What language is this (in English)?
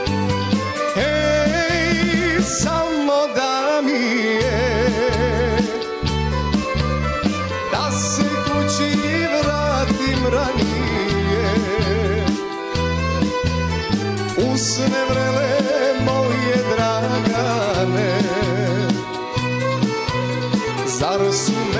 Serbian